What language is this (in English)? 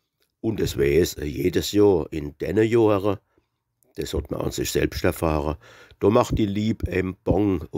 Palatine German